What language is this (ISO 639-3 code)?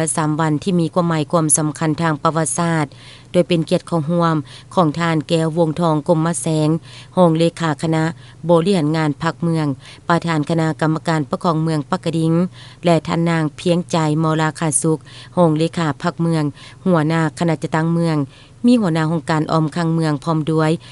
lao